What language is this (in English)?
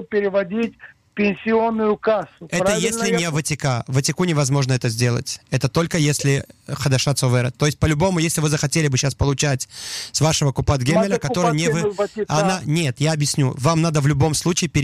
Russian